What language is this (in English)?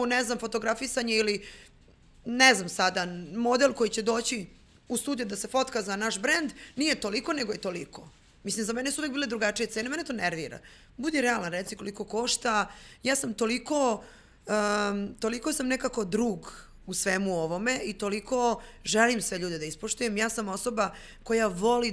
Serbian